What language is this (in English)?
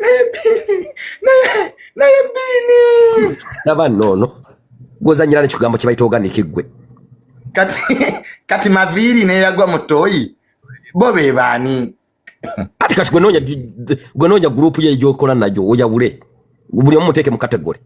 Ganda